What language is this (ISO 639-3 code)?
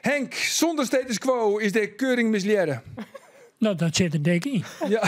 fry